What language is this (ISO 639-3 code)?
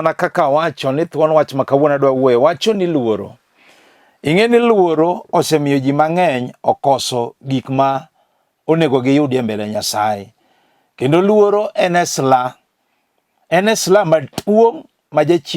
luo